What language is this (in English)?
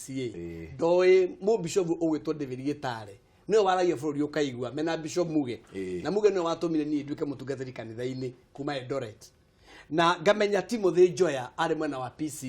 Kikuyu